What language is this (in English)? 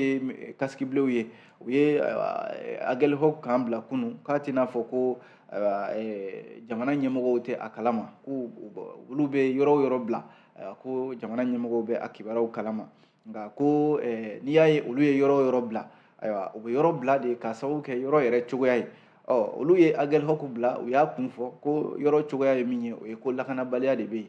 Bambara